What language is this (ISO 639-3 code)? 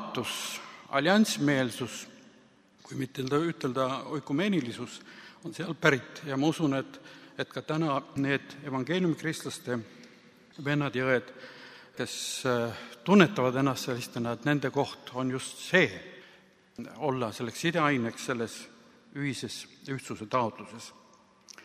est